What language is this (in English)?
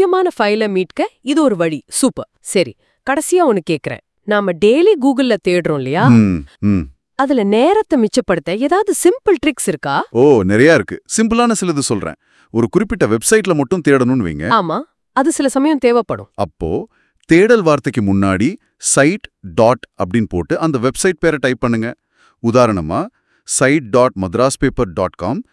Tamil